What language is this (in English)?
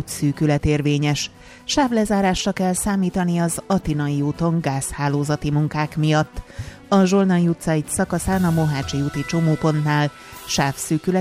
Hungarian